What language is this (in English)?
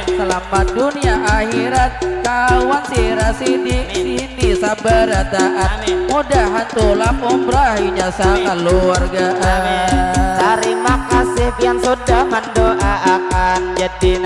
Banjar